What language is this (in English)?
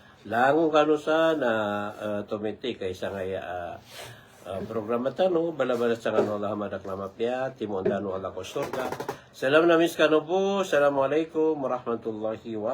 Maranao